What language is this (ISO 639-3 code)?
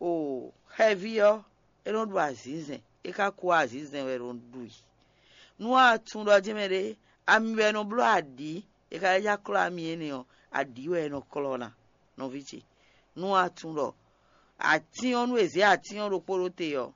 fon